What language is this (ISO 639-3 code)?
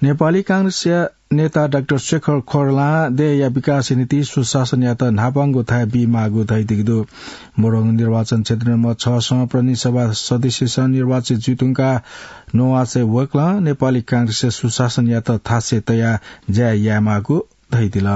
new